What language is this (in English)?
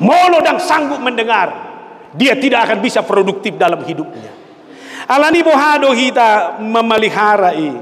Batak Toba